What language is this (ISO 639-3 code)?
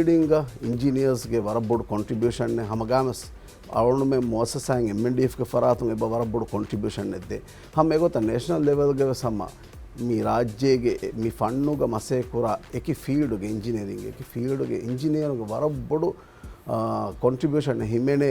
div